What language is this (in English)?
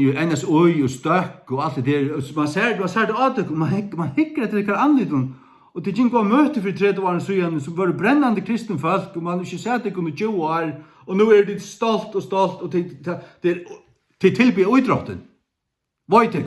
Faroese